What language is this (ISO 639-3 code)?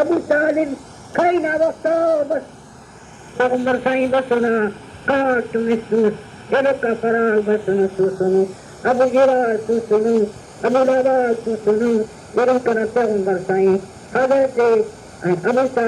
brh